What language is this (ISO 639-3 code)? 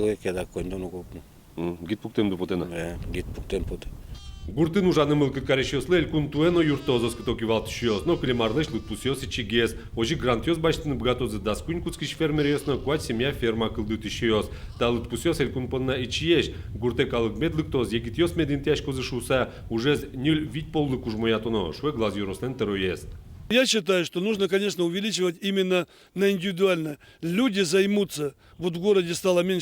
udm